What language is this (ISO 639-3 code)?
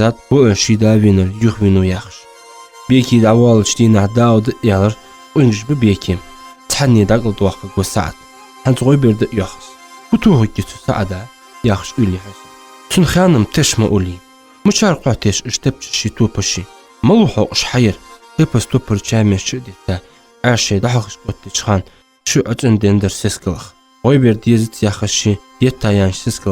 inh